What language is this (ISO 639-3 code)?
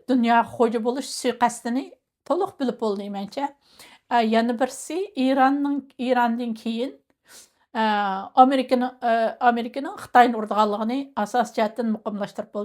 uig